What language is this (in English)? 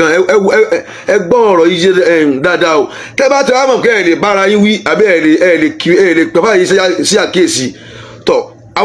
Yoruba